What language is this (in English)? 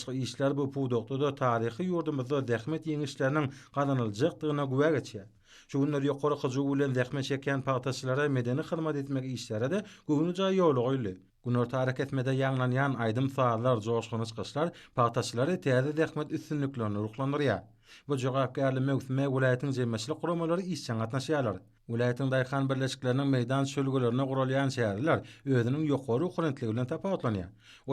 Turkmen